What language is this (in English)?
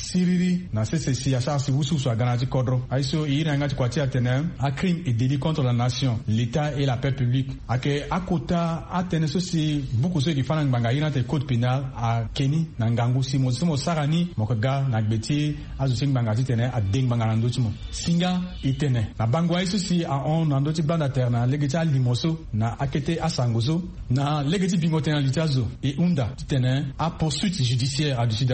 Sango